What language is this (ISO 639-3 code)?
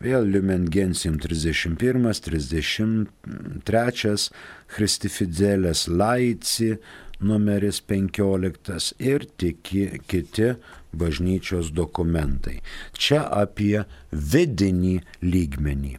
lit